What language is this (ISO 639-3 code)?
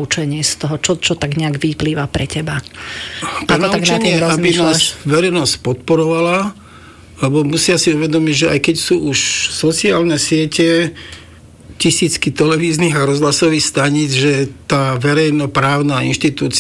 slk